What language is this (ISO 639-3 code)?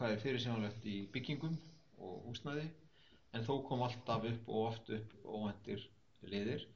isl